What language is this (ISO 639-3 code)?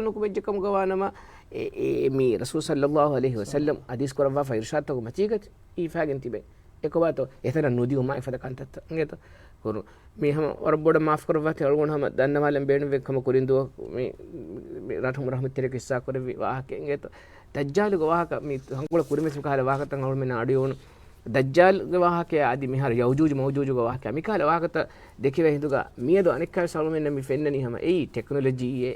div